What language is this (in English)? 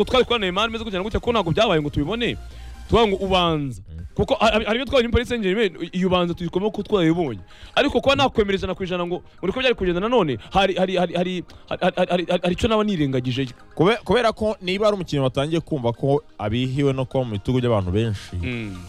Kinyarwanda